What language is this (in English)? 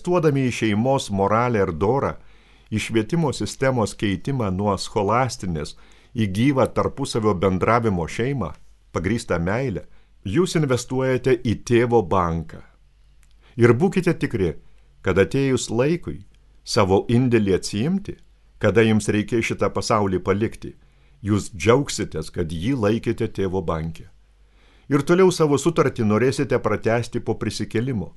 Lithuanian